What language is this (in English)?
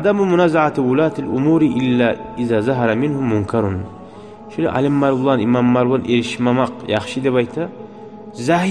Kumyk